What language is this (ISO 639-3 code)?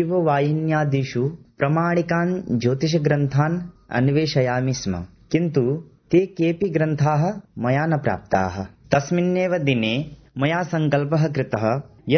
san